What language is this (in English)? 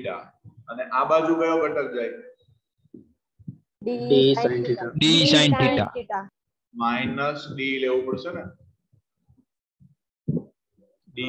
Gujarati